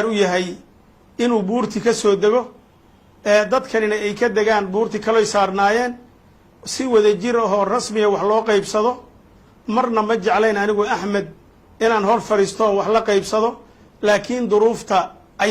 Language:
Somali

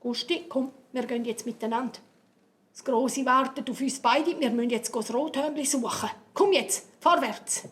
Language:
Swiss German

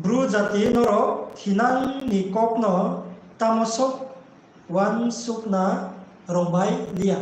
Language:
Riang (India)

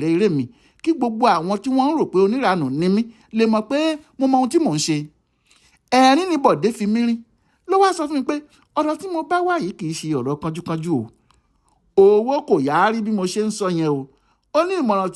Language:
Yoruba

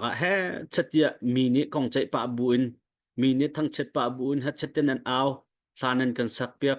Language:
Hakha Chin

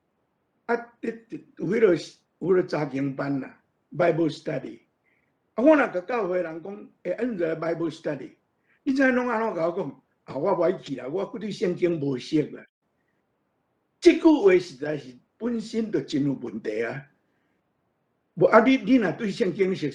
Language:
Min Nan Chinese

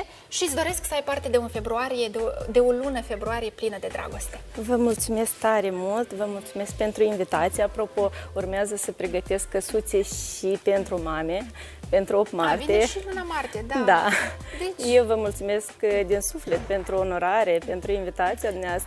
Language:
Romanian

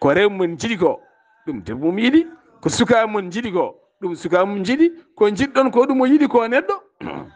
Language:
Fula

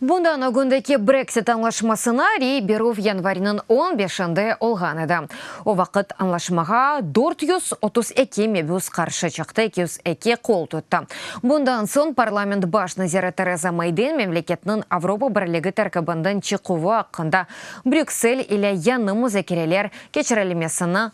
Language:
Crimean Tatar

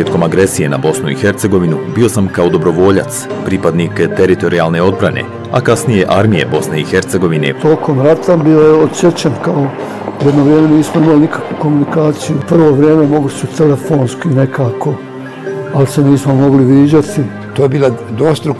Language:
Bosnian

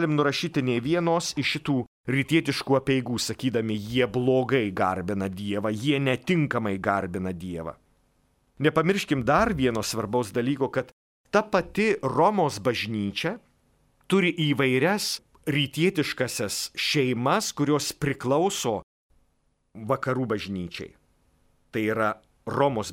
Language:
Lithuanian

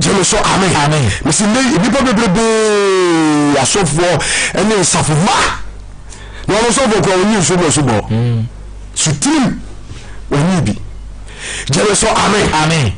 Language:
Akan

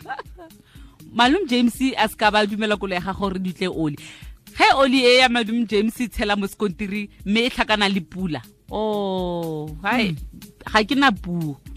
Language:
Tswana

